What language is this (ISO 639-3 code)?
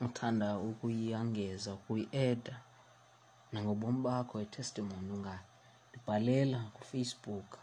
xho